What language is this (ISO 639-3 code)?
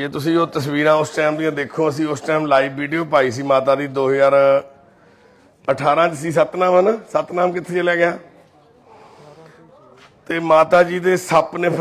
pan